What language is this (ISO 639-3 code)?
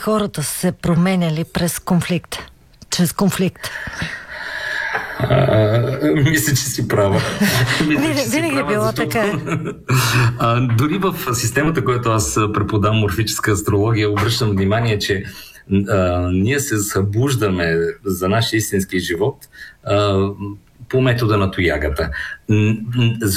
bul